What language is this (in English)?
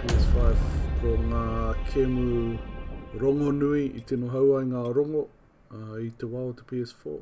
Māori